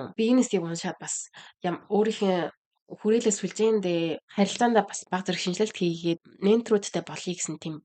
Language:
Mongolian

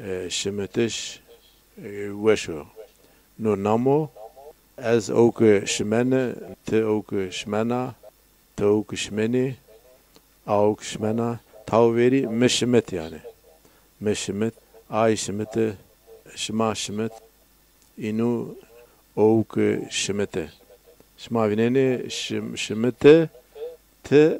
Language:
Zaza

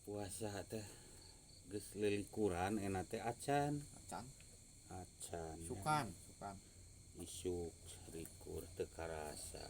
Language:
Sundanese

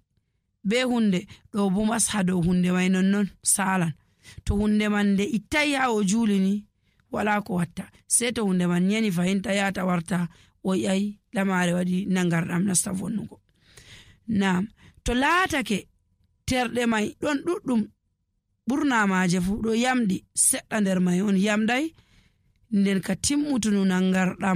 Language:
Nigerian Fulfulde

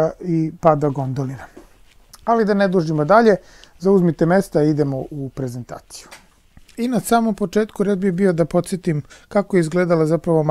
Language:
Serbian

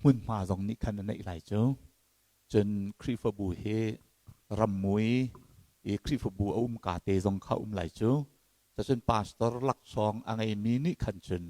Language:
Hakha Chin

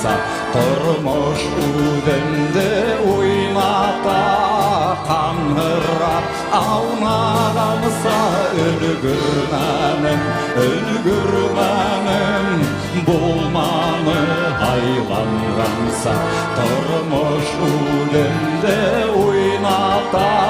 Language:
Bashkir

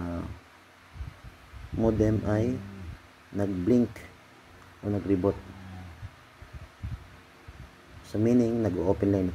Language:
Filipino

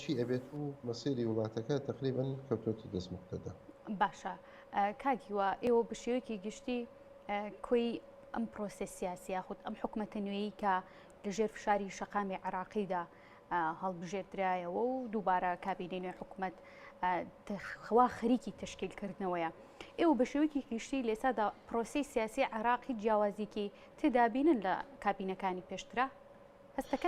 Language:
Central Kurdish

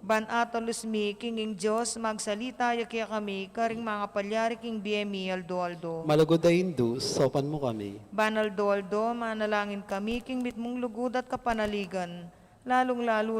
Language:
Pampanga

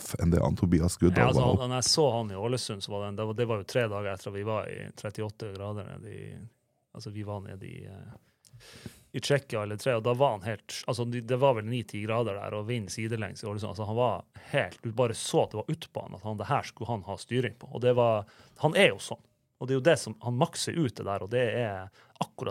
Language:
Norwegian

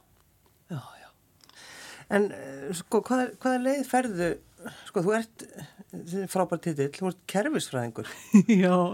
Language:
Icelandic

